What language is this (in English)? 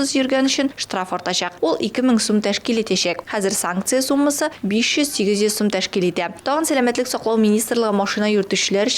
Tatar